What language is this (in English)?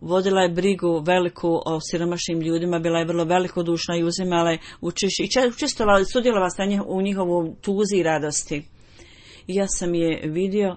Bosnian